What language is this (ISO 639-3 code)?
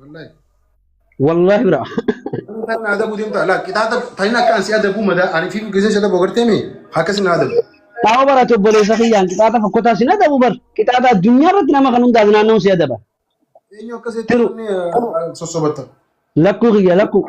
orm